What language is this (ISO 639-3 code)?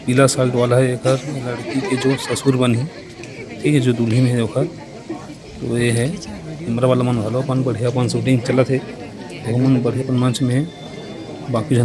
hne